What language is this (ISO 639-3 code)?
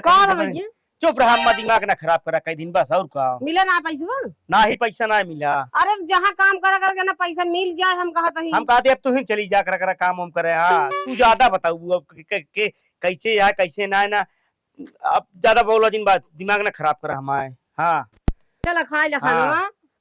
awa